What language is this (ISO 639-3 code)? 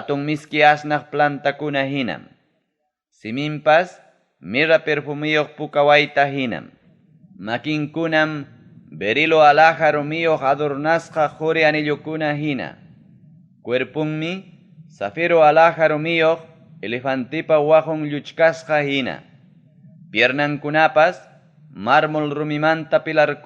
quy